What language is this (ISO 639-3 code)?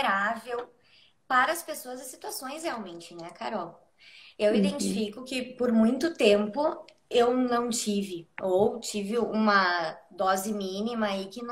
por